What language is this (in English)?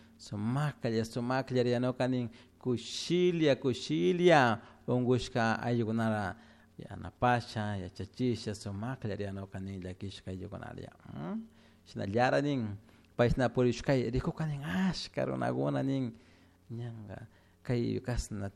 Chimborazo Highland Quichua